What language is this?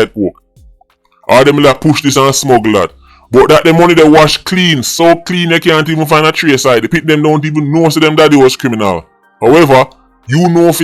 Jamaican Creole English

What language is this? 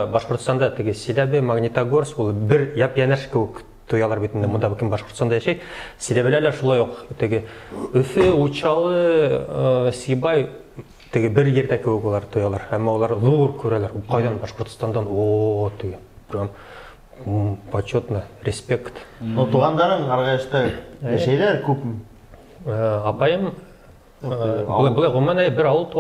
Bashkir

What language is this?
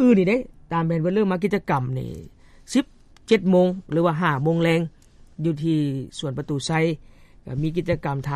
Lao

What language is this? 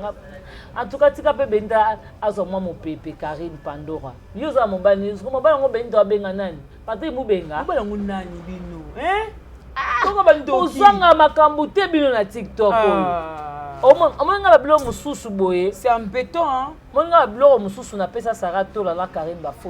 Lingala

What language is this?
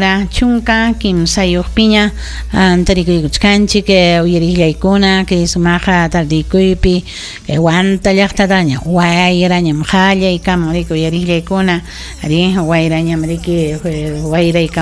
Ayacucho Quechua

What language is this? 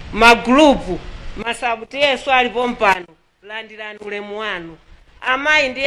Nyanja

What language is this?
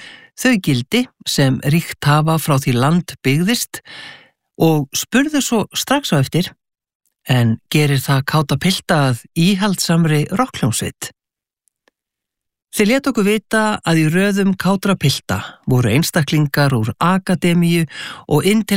Icelandic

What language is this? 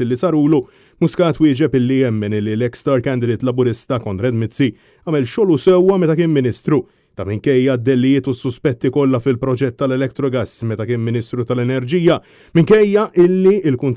Maltese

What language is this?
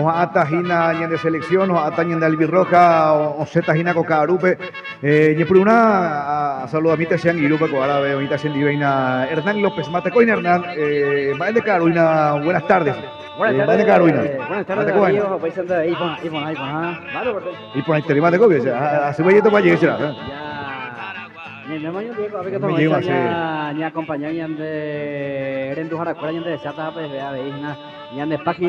Guarani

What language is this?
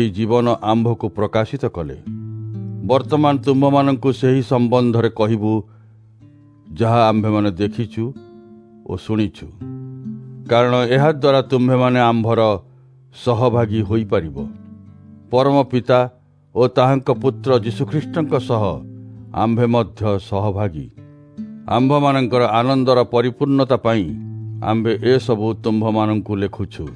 Odia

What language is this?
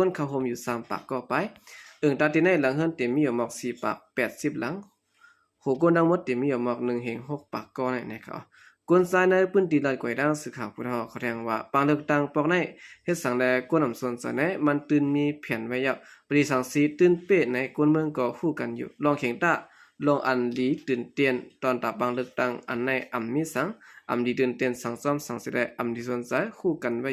Shan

